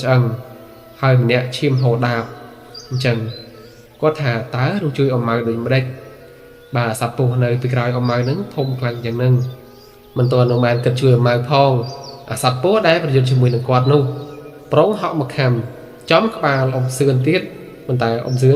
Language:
Khmer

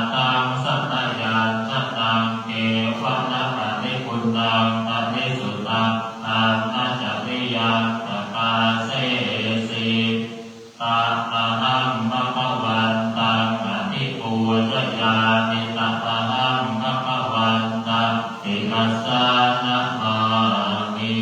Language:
Pali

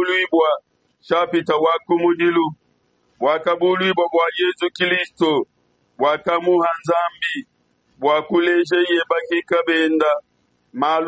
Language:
Luba-Lulua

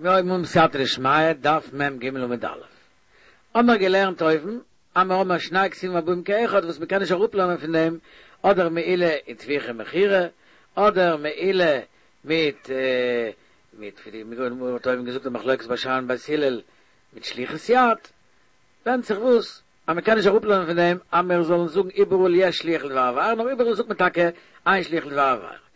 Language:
Yiddish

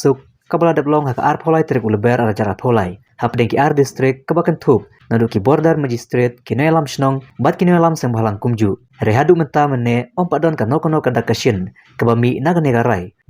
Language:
Khasi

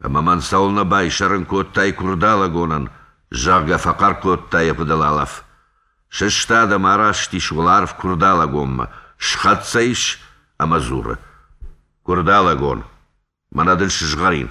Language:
Ossetic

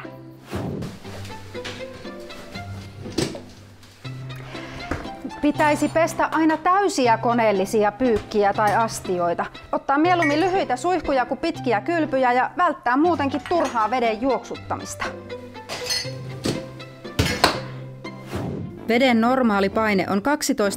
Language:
Finnish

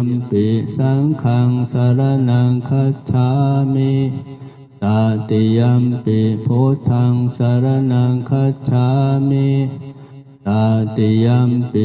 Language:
Pali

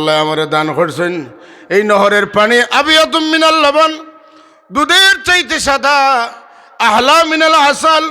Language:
Sylheti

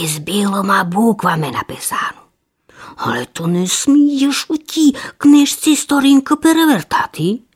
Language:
Rusyn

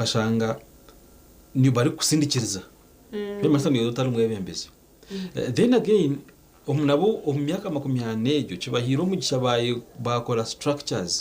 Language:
Nyankole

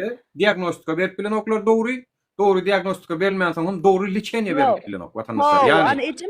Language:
Turkmen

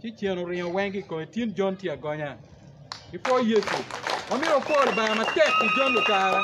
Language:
Acoli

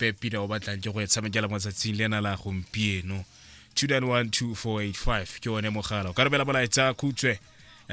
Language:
Tswana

